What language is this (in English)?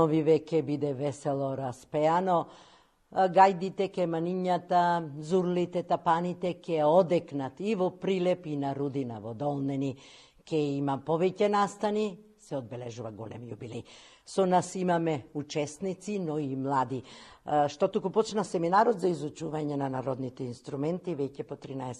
Macedonian